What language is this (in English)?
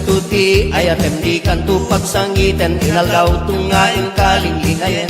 Iloko